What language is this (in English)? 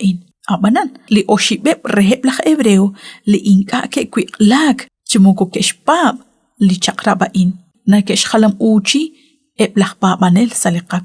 Kekchí